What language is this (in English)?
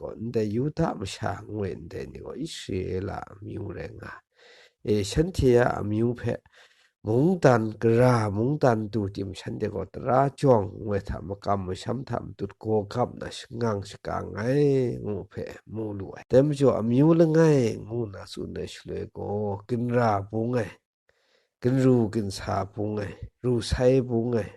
Kachin